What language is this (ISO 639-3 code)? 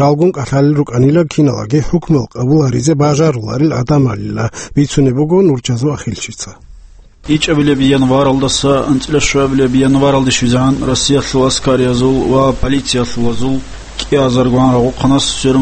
ava